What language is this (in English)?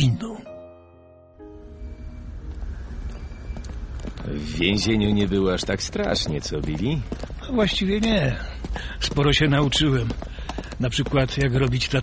Polish